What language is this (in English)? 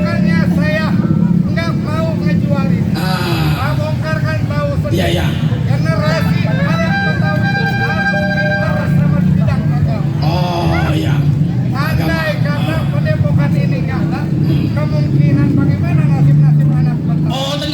Betawi